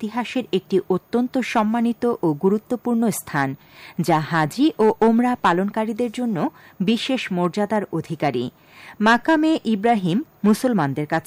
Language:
Bangla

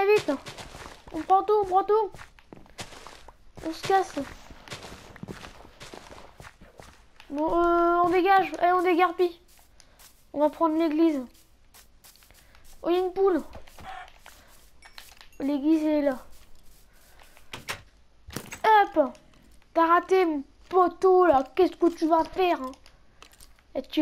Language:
French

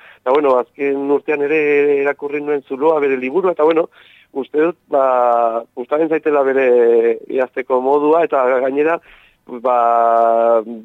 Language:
Basque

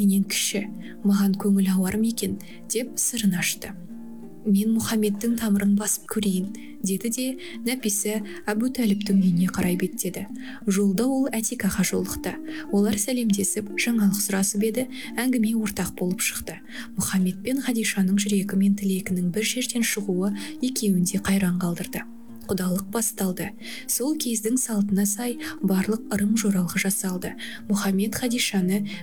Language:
Kazakh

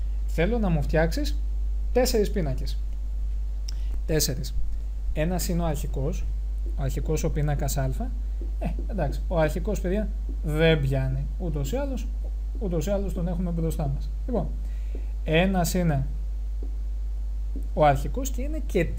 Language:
Greek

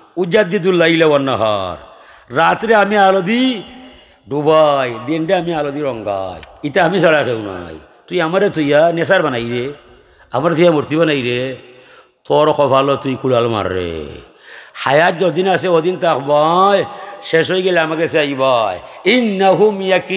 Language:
Sylheti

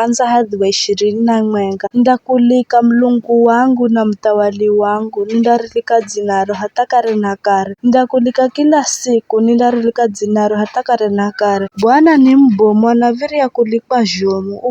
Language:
Giryama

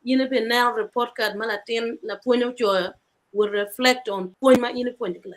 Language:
Acoli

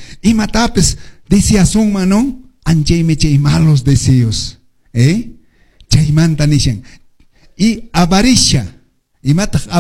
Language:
Quechua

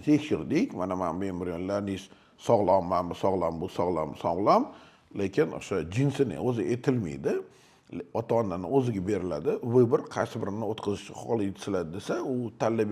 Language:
Uzbek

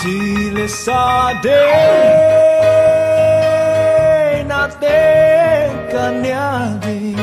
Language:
Tedim Chin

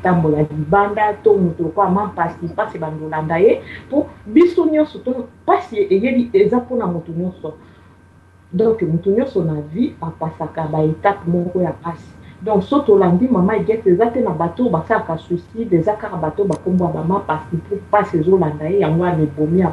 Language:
Lingala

